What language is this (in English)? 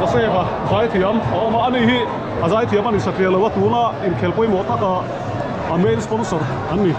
Mizo